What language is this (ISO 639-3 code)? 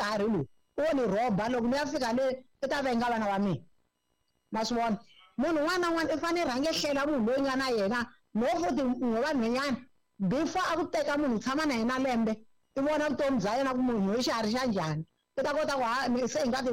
tso